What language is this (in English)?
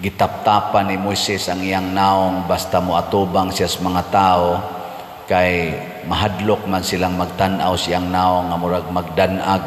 Cebuano